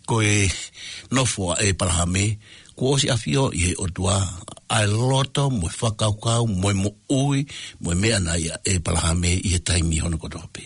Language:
Tongan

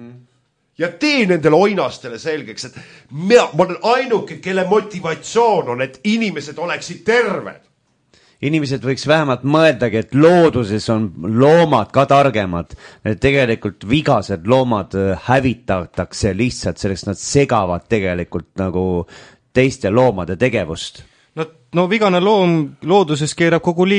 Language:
Estonian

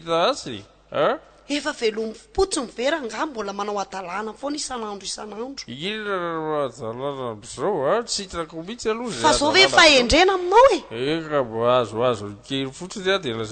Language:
Malagasy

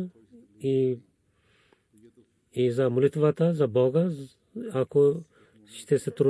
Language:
Bulgarian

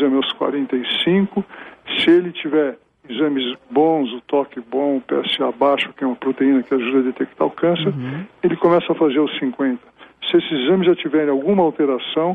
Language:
Portuguese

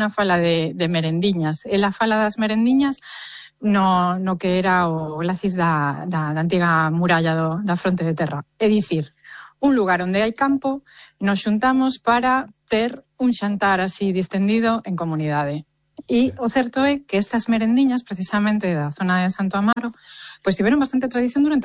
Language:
Galician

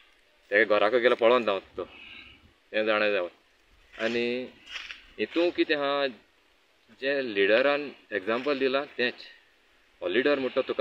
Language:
Konkani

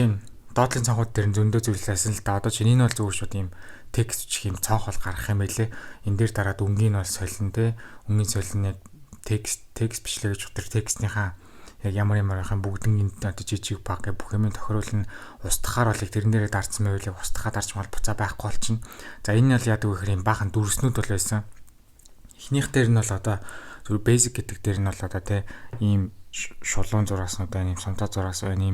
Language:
Mongolian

